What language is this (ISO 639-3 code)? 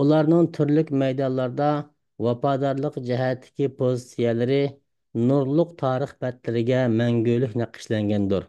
uig